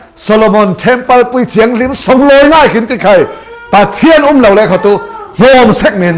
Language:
Falam Chin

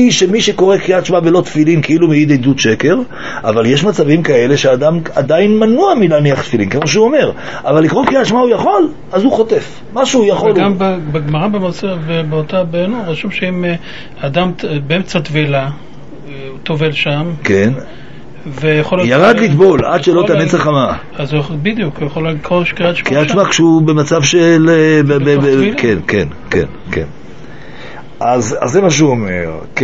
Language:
Hebrew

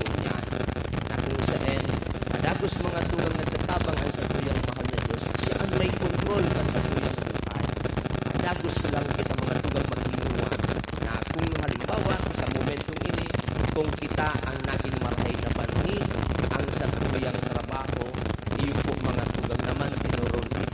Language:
Bikol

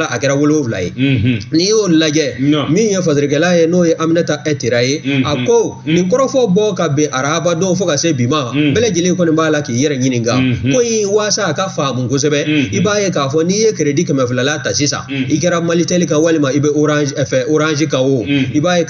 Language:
Bambara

